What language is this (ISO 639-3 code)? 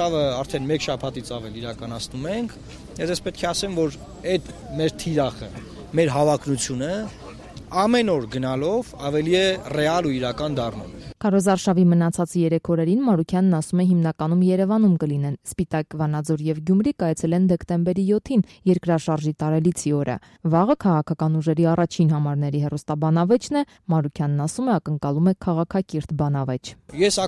hye